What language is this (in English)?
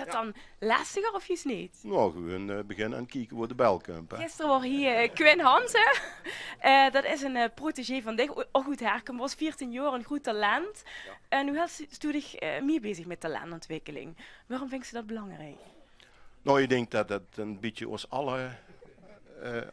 Limburgish